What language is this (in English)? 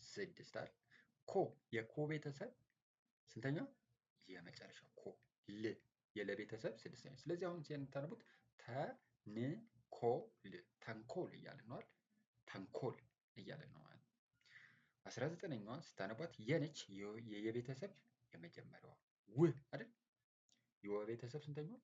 Amharic